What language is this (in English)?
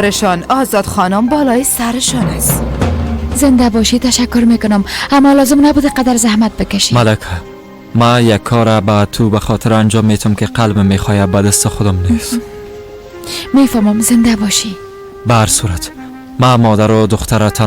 Persian